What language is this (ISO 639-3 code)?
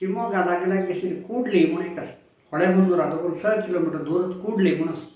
kok